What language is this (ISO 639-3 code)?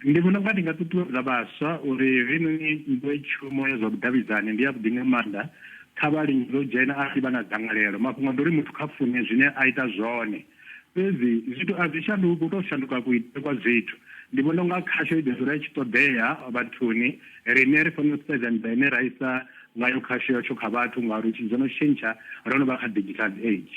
ven